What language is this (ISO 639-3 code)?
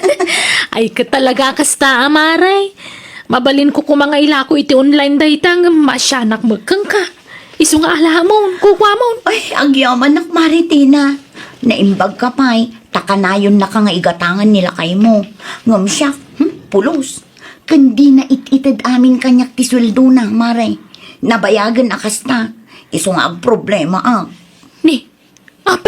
ilo